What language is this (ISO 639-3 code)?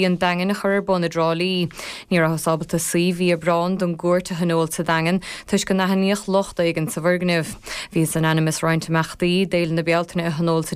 gle